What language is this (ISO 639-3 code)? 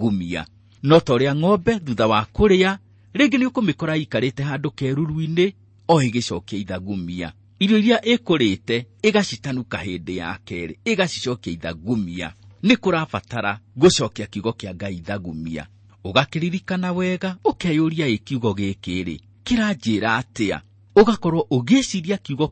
kik